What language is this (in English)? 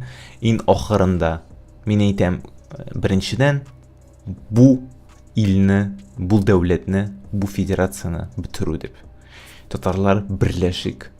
Tatar